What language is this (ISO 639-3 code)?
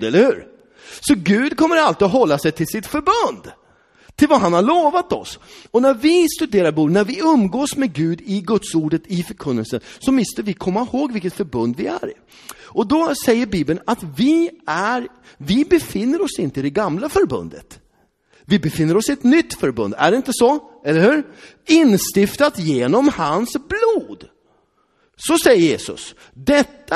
swe